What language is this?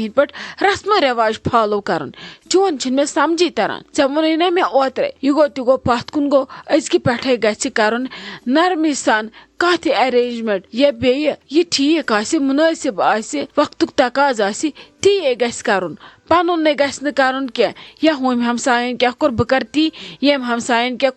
Kashmiri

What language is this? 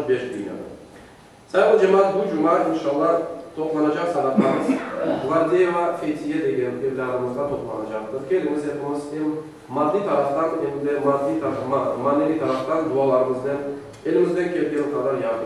Crimean Tatar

